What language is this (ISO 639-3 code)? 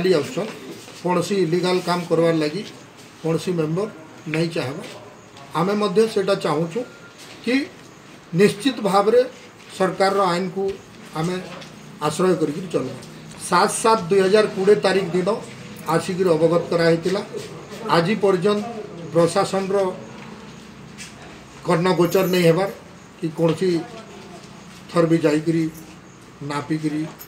ori